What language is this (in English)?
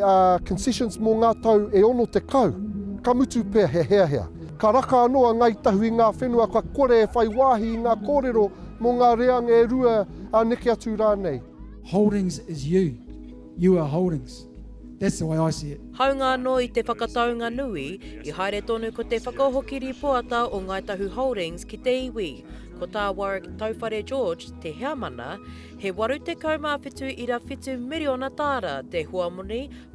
Māori